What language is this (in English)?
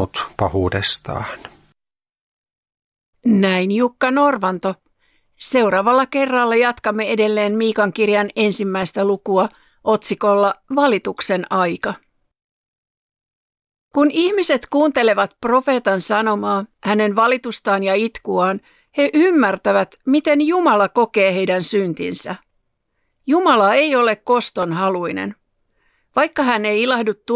Finnish